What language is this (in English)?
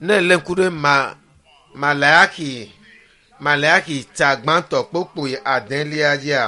Ewe